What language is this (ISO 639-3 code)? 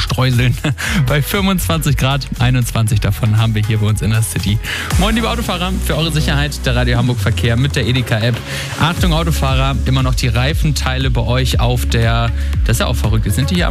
deu